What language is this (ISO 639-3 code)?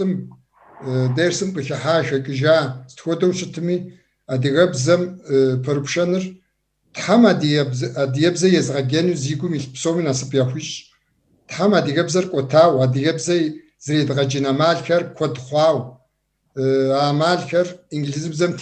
kbd